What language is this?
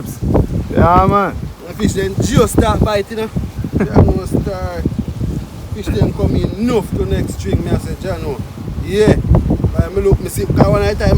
Jamaican Creole English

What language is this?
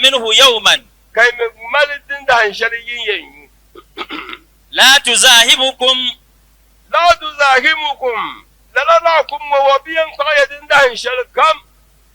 Dagbani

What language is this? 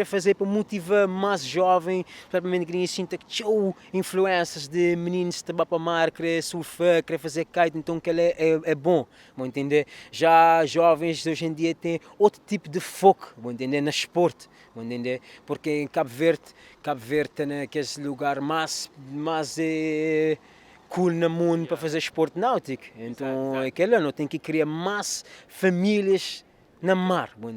Kabuverdianu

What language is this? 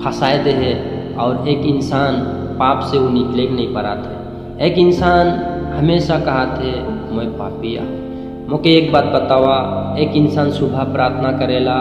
Sadri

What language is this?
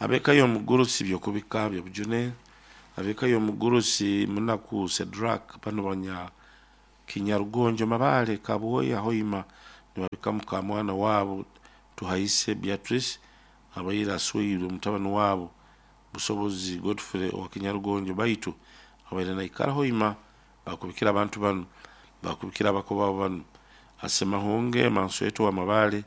Nyoro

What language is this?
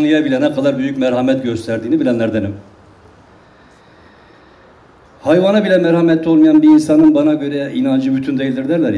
Turkish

